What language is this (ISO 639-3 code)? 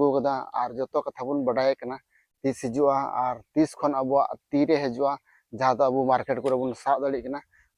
sat